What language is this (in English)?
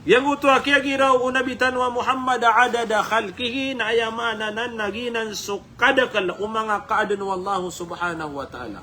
Maranao